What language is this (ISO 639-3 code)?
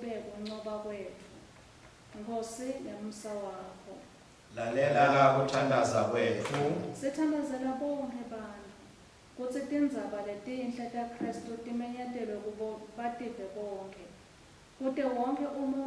ssw